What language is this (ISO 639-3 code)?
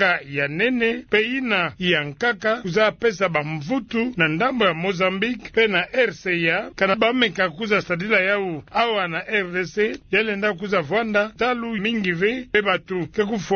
ktu